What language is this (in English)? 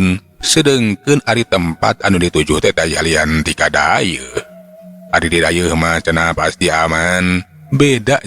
Sundanese